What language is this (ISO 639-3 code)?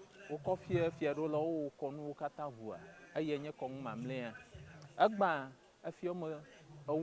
ewe